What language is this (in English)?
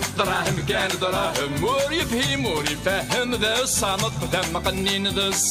Kabyle